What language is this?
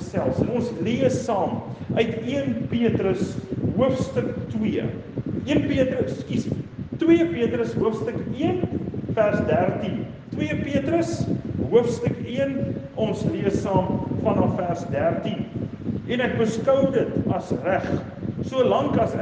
Afrikaans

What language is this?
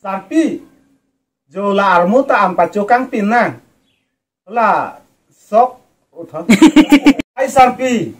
Karbi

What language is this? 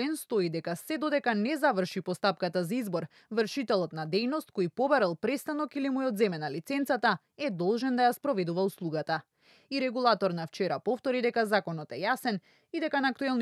Macedonian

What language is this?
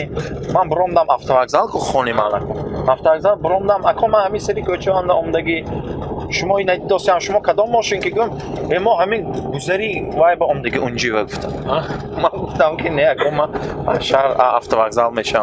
Tajik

